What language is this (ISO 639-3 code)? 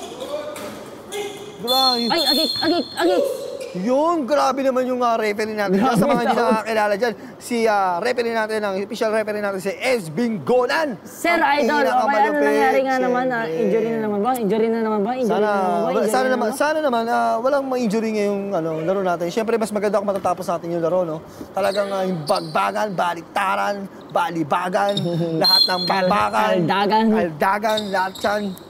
fil